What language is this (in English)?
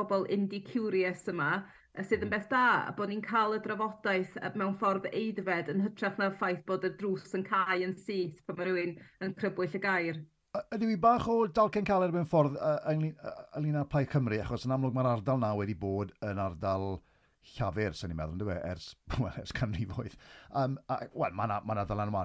Welsh